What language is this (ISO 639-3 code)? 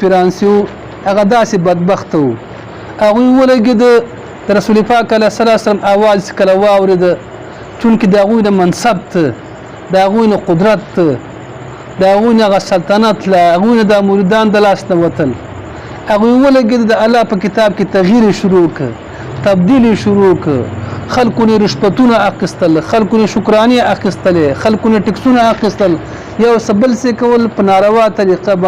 pus